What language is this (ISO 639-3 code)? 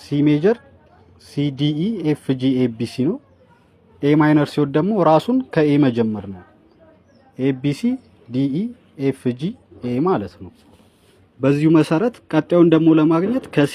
amh